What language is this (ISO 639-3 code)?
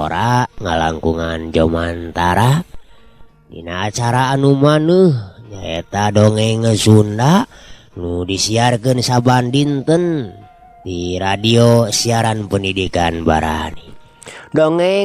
sun